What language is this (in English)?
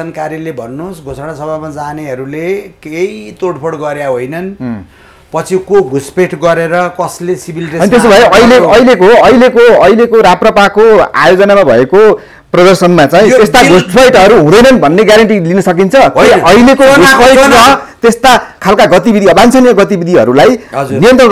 Nepali